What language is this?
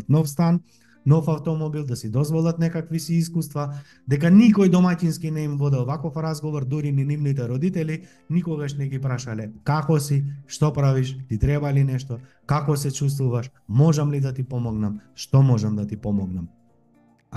Macedonian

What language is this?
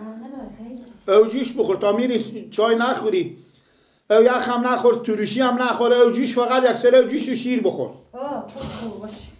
Persian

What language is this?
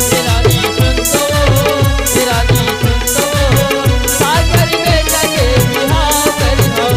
Chhattisgarhi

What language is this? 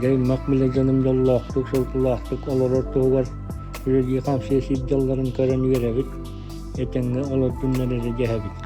Yakut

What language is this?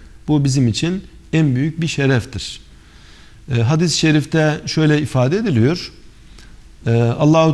Turkish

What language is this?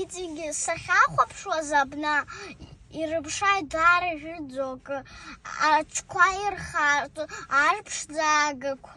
Abkhazian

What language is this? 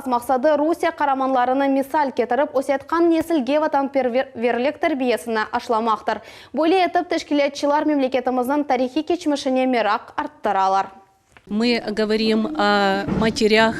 Crimean Tatar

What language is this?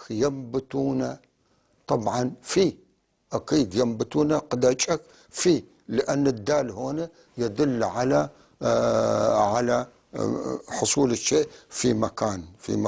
North Levantine Arabic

